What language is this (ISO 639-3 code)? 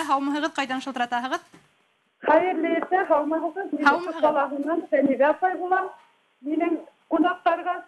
bak